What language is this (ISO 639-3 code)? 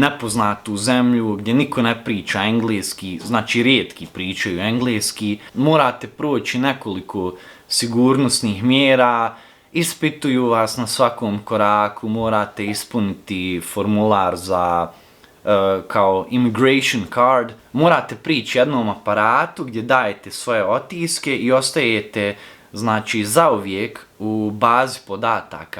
bos